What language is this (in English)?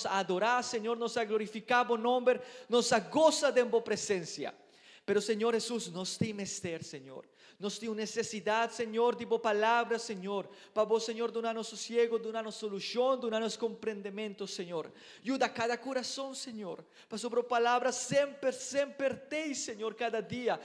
Papiamento